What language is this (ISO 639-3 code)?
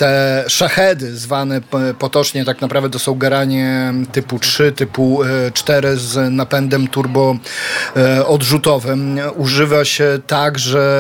pol